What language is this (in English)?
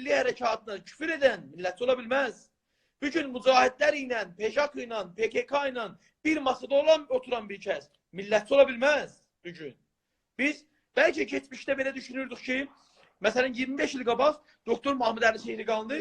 South Azerbaijani